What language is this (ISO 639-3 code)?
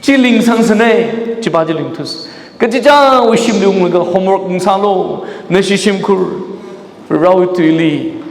nmf